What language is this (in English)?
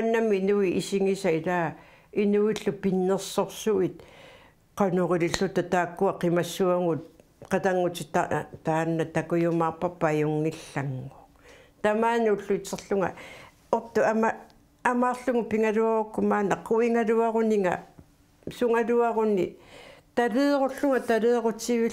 Kalaallisut